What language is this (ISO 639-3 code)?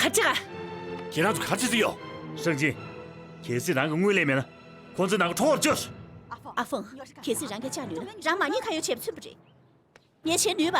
bod